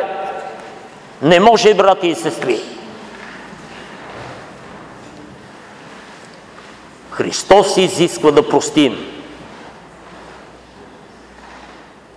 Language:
Bulgarian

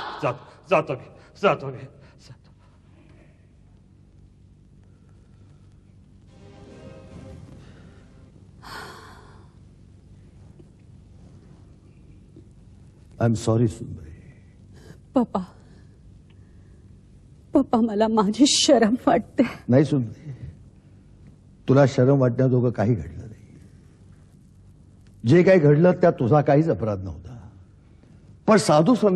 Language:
Marathi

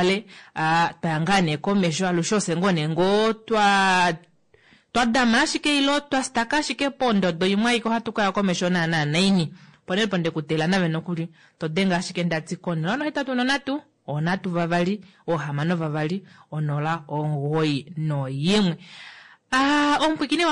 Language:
Kuanyama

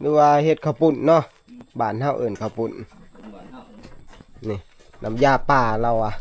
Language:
Northeastern Thai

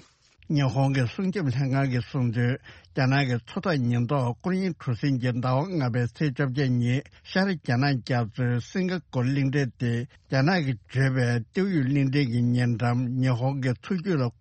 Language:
Tibetan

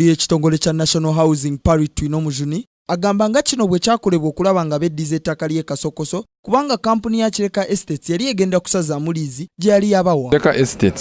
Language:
Ganda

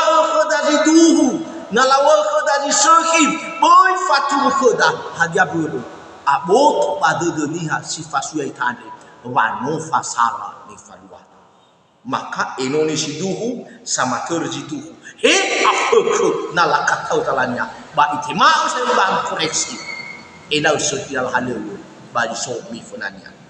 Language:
Nias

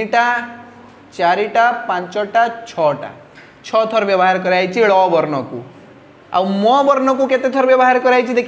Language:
Odia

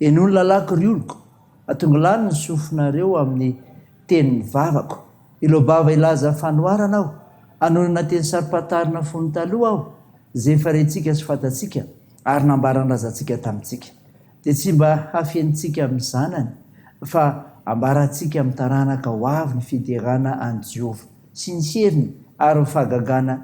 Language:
Malagasy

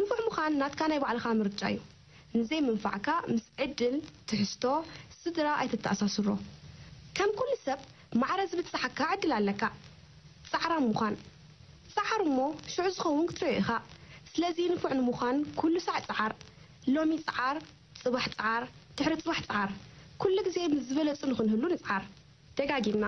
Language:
Tigrinya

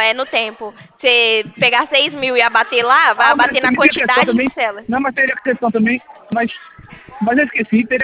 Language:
Portuguese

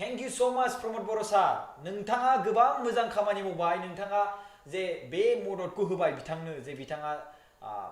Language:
Bodo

